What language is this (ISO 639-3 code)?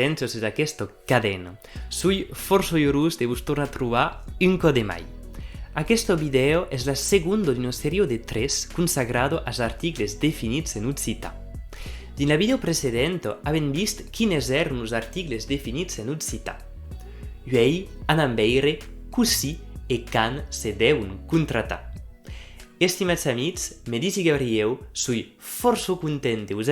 oci